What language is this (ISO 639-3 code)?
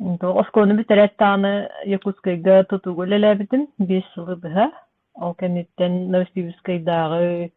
sah